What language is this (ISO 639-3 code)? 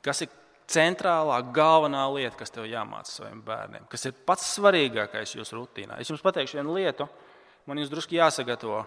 lav